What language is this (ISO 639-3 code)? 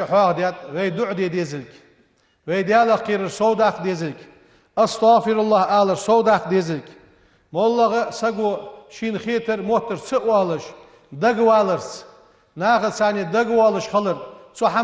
inh